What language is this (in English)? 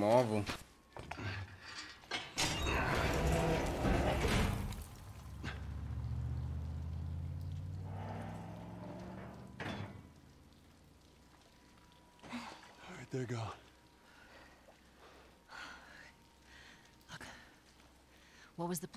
English